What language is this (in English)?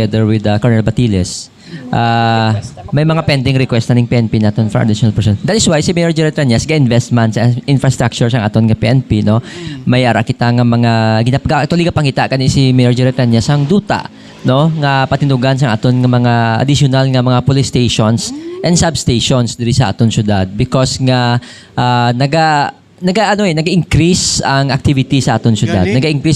Hiligaynon